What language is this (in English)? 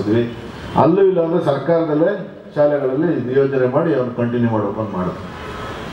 Kannada